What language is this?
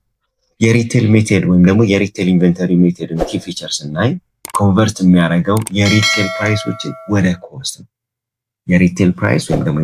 Amharic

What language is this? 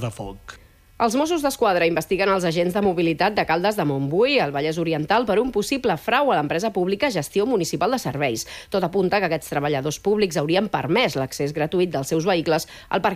Catalan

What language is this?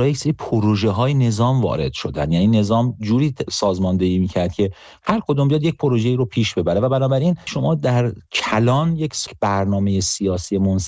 Persian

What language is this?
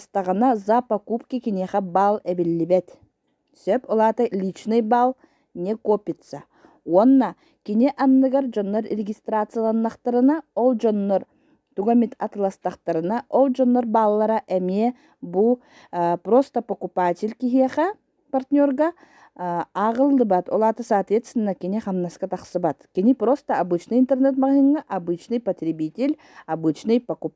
Yakut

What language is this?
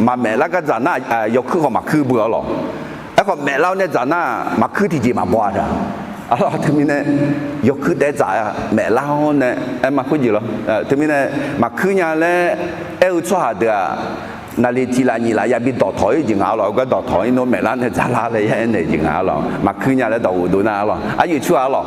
Akha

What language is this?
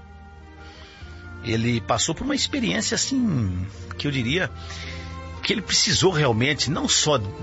Portuguese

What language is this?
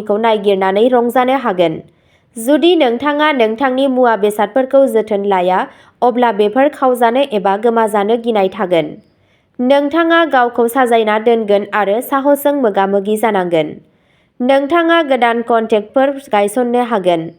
Bodo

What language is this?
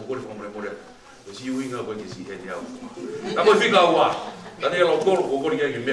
Tongan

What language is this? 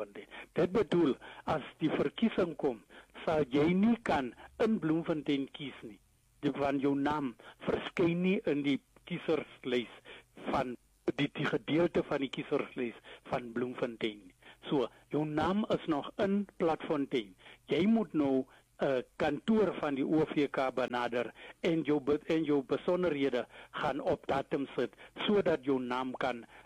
Afrikaans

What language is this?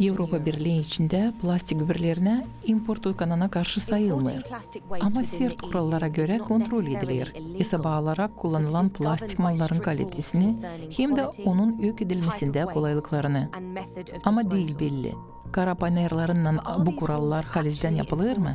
Gagauz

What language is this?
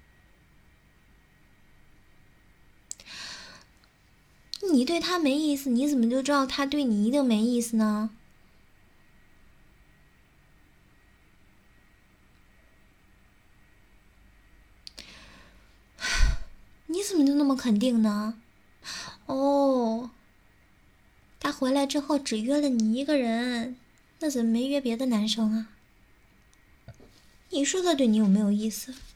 Chinese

